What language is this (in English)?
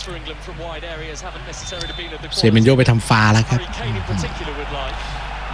Thai